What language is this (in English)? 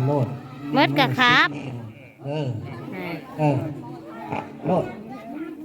Northeastern Thai